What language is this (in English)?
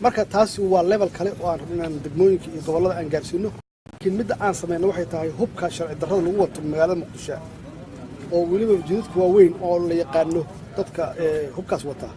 Somali